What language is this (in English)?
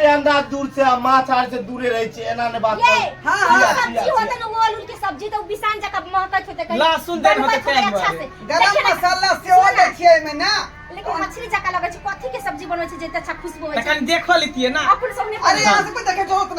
Maithili